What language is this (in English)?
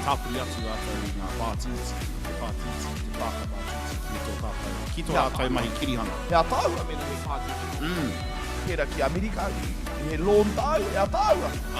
Māori